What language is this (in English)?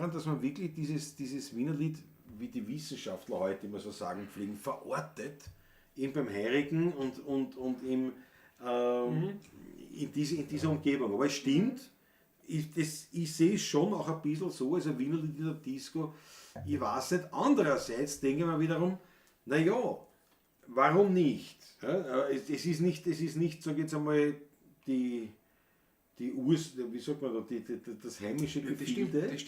Bavarian